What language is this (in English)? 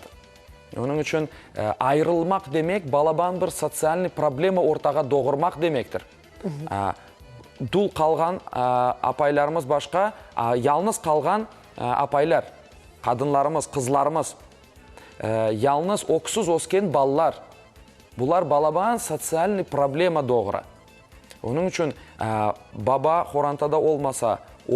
Crimean Tatar